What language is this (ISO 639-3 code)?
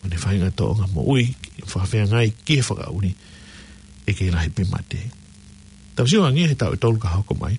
ton